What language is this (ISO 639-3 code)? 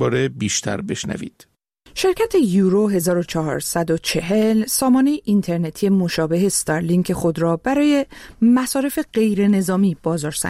fas